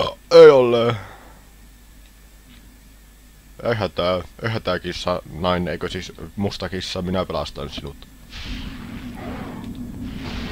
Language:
Finnish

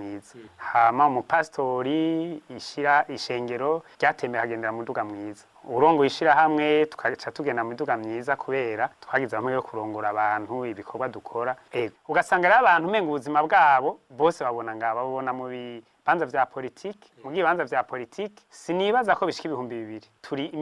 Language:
Rundi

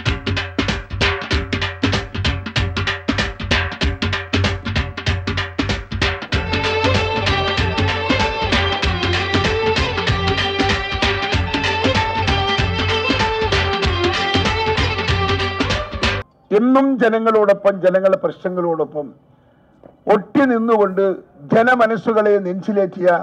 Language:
Malayalam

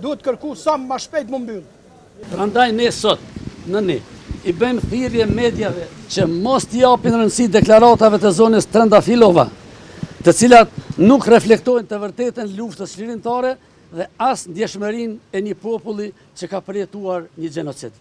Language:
Albanian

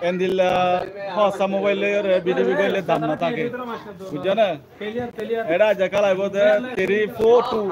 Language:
Rohingya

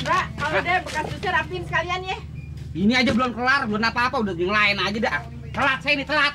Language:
Betawi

